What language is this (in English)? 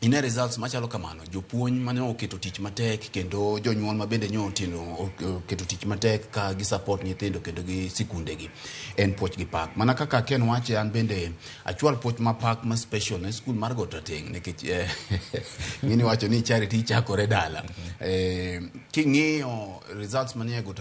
Luo (Kenya and Tanzania)